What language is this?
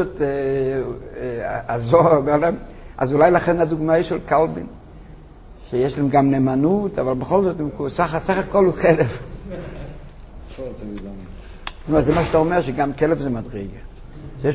Hebrew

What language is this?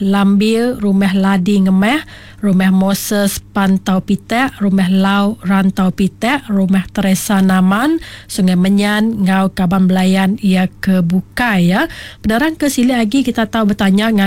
Iban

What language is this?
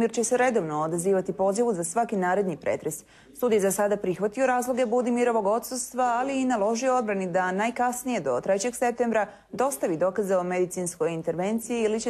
Bosnian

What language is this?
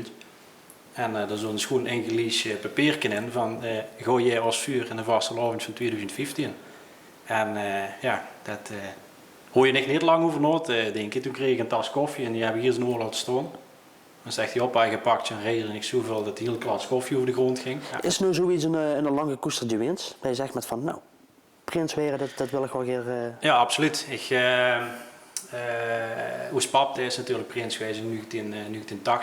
Limburgish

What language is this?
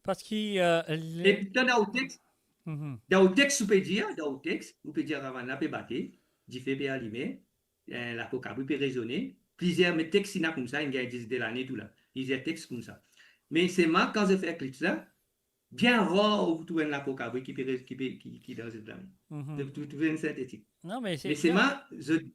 Morisyen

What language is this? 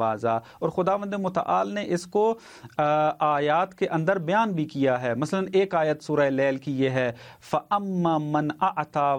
Urdu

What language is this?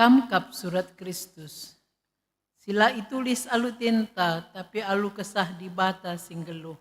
Batak Karo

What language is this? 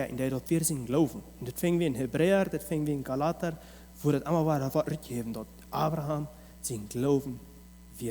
Plautdietsch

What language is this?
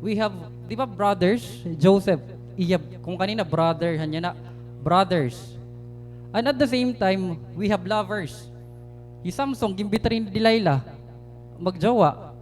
Waray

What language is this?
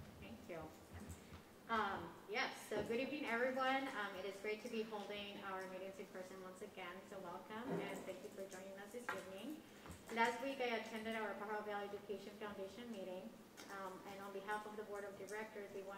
English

